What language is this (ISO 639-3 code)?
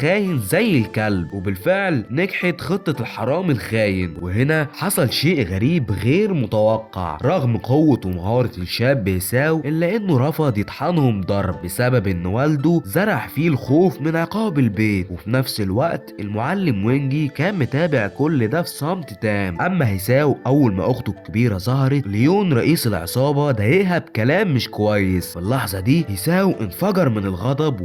arz